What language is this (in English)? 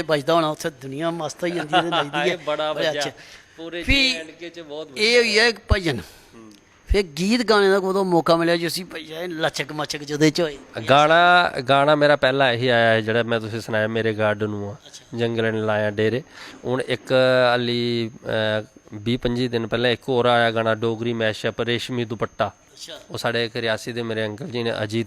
Dogri